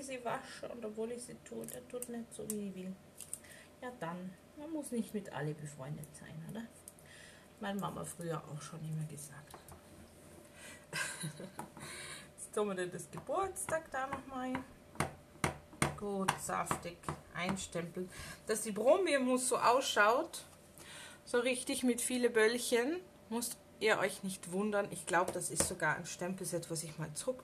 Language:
German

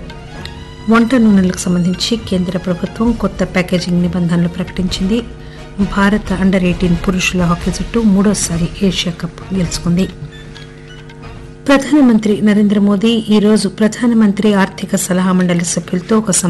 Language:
Telugu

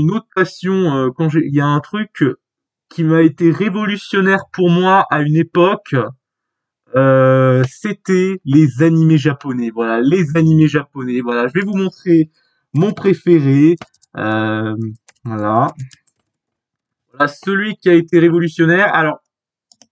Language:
French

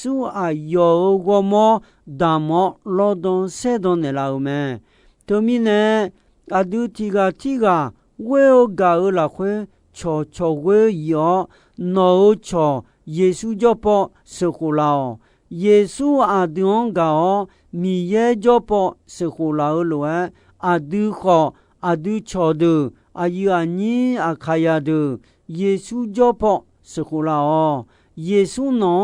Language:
Akha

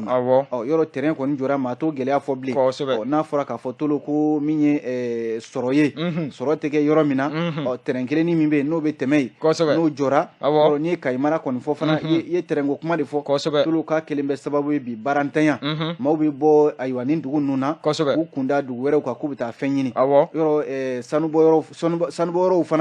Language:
Bambara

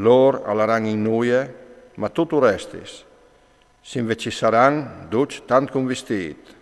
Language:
Friulian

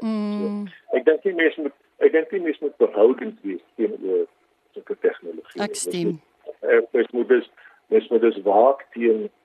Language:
Afrikaans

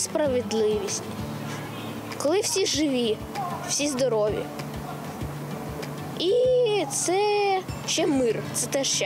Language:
Ukrainian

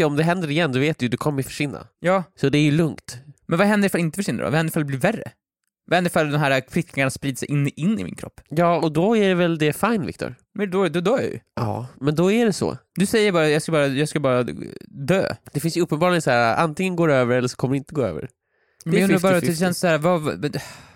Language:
Swedish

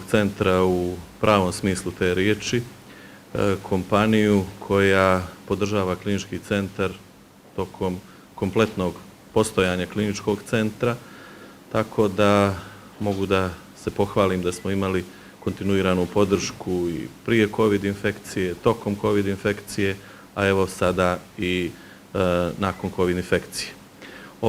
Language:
Bosnian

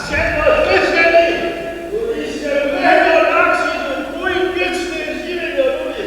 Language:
Upper Sorbian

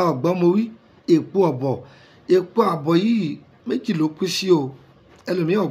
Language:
Yoruba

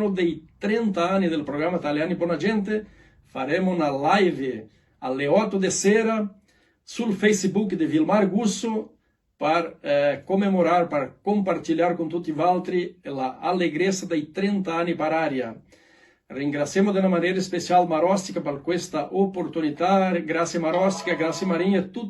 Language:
Venetian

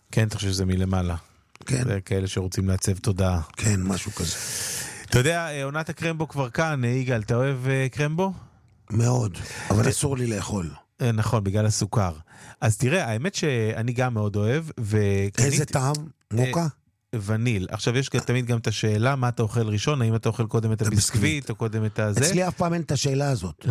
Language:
Hebrew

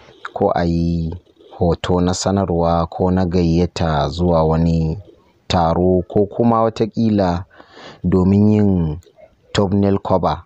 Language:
Hausa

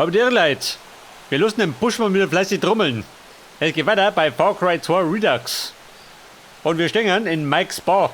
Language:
Bavarian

